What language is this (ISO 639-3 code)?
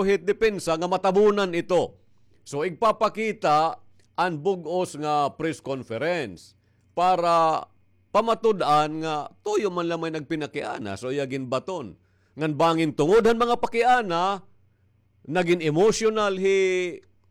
war